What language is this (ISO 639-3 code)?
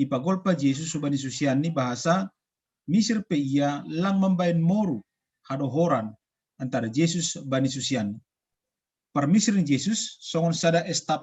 bts